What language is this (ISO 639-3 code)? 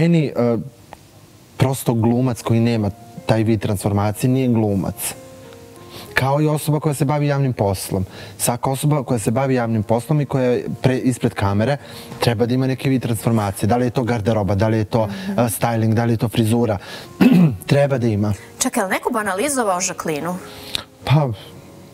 srp